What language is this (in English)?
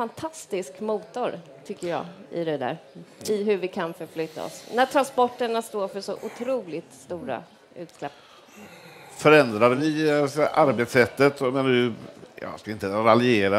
Swedish